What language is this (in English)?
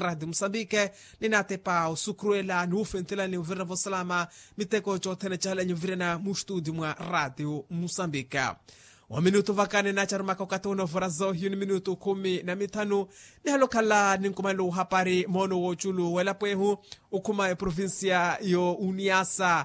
Makhuwa